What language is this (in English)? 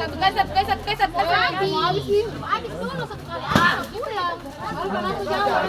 Ambonese Malay